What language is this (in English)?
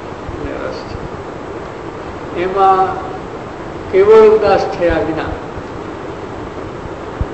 Gujarati